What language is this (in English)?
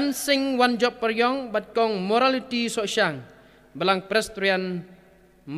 Khasi